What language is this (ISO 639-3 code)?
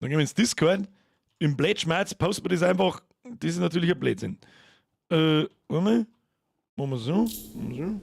bar